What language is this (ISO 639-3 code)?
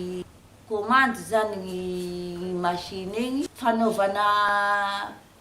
mlg